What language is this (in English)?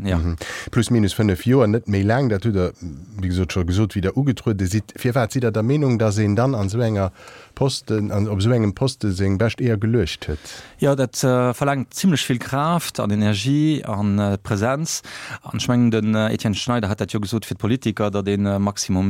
Luxembourgish